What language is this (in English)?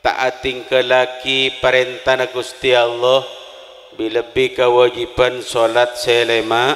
Madurese